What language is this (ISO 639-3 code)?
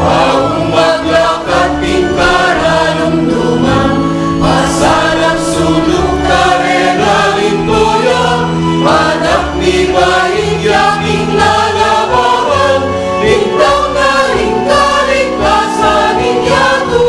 pam